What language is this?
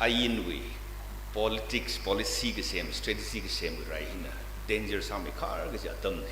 Tangkhul Naga (India)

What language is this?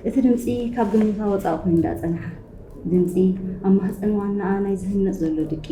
Tigrinya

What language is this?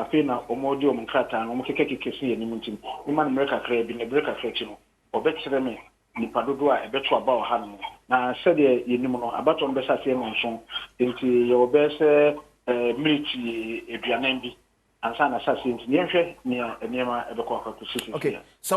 Akan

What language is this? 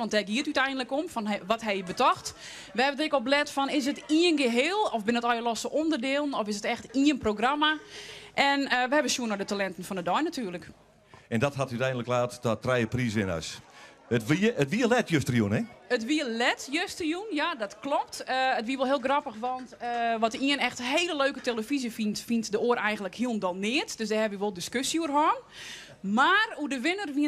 Western Frisian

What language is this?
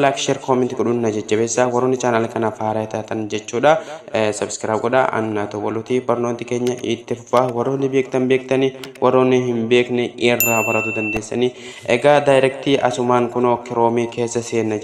Oromo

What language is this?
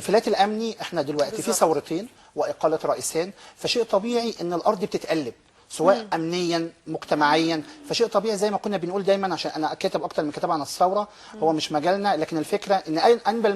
Egyptian Arabic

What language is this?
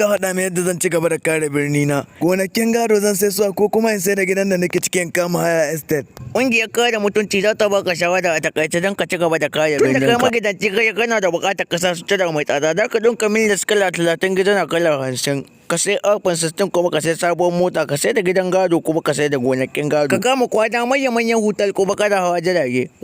Hausa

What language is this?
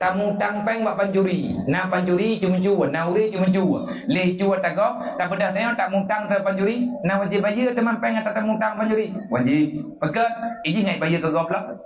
Achinese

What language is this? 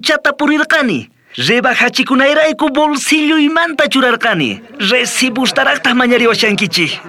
South Bolivian Quechua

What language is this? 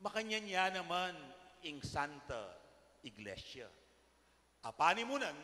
Pampanga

